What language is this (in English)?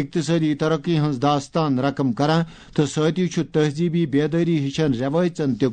Kashmiri